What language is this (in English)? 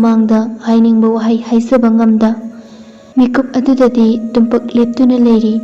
Manipuri